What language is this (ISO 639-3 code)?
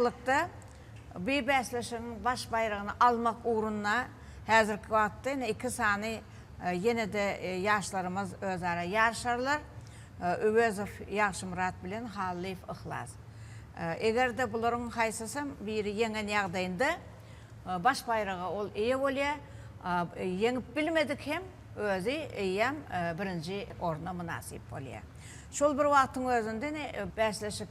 tuk